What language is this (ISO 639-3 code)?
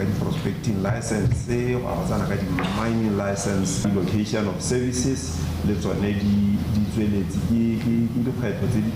tsn